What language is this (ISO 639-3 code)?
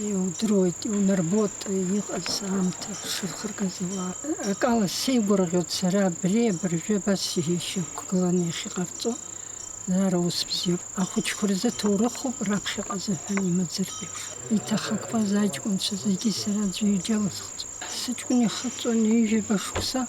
abk